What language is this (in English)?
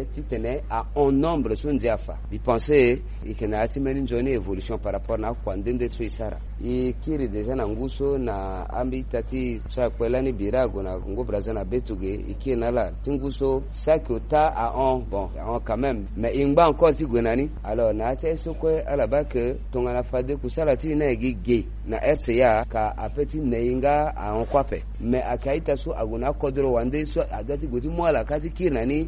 Sango